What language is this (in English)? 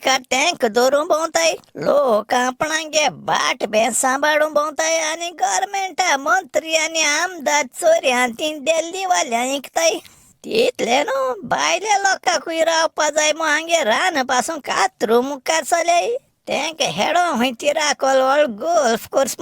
Konkani